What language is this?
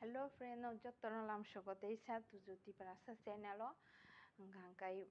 Kok Borok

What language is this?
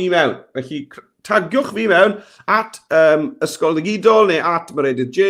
Welsh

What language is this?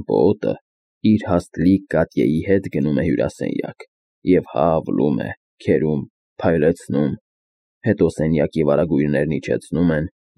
Armenian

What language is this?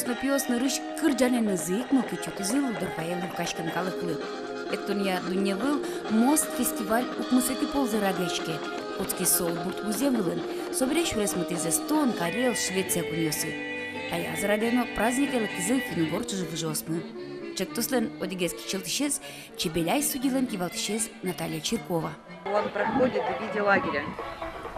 Udmurt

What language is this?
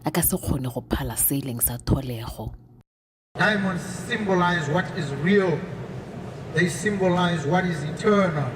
Tswana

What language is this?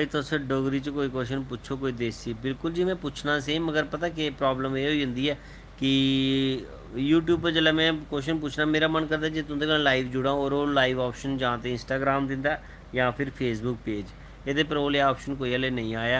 Dogri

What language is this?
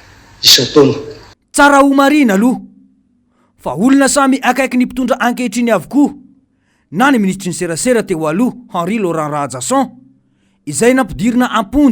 Malagasy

